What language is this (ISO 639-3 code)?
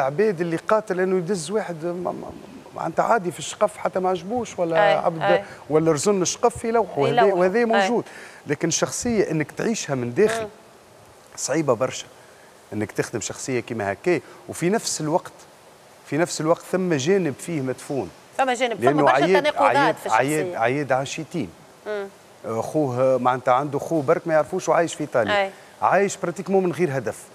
aeb